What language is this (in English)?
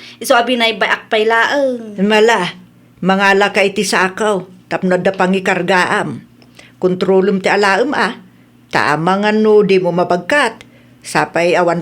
Iloko